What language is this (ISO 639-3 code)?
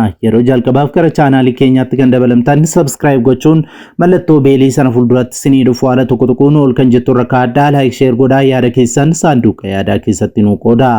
orm